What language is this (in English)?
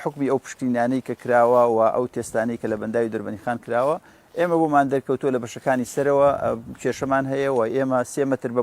Central Kurdish